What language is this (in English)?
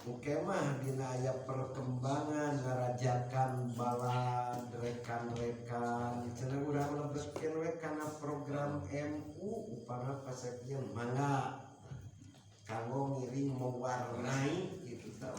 Sundanese